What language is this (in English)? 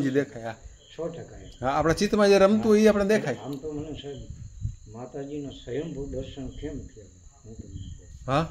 Gujarati